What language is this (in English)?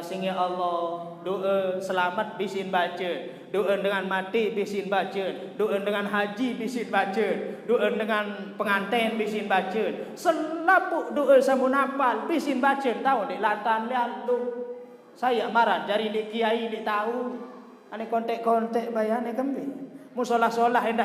Sasak